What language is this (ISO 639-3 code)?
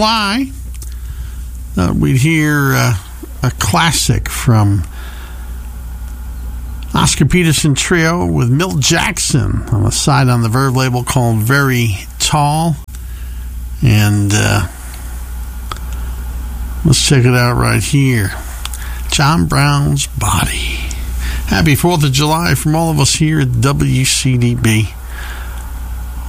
eng